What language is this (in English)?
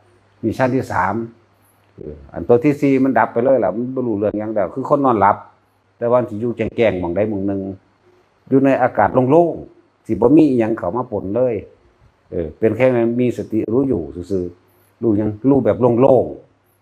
Northeastern Thai